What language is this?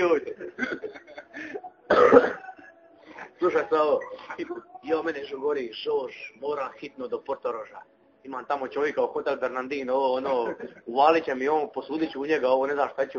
Croatian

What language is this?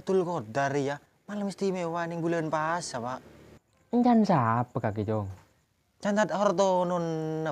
Madurese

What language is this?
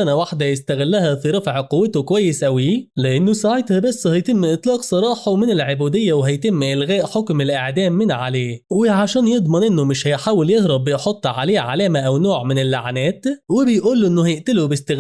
Egyptian Arabic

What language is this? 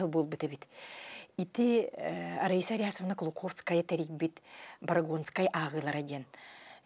Yakut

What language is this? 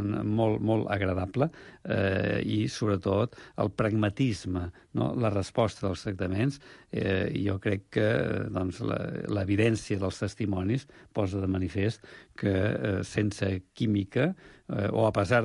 Catalan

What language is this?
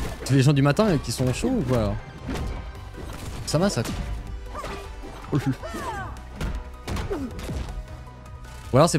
French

